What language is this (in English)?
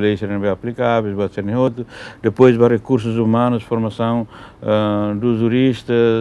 Tetum